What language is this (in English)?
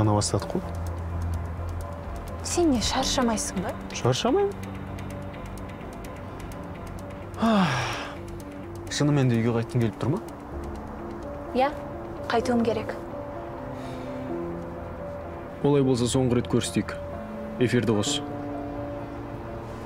Kazakh